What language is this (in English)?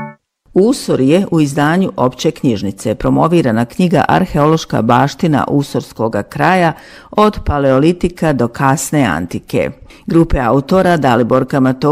Bosnian